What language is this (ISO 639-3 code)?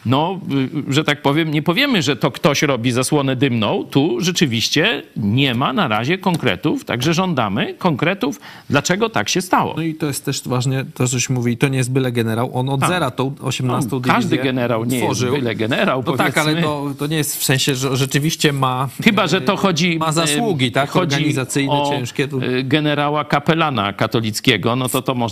pol